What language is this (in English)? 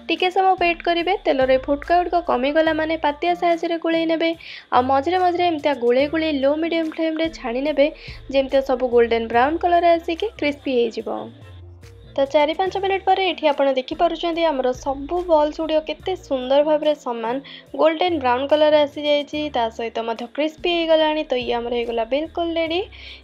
Odia